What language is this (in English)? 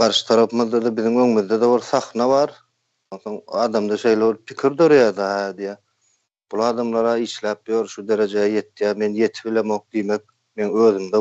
Turkmen